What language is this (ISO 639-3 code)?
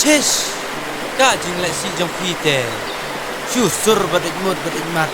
kha